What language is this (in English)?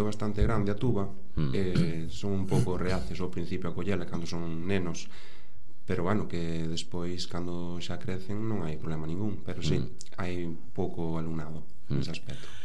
Galician